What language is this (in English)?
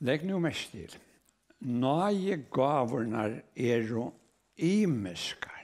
Faroese